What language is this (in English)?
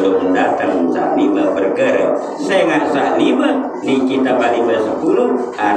Sasak